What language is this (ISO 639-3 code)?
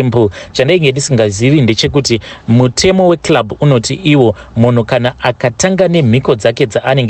sna